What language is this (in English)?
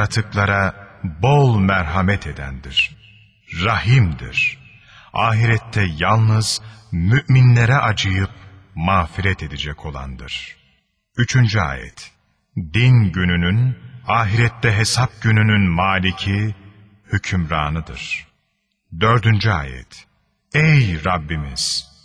Turkish